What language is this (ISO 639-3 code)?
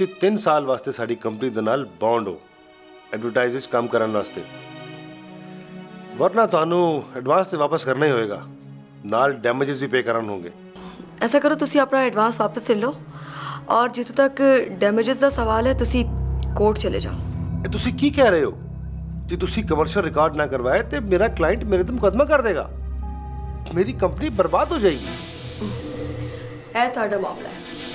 pan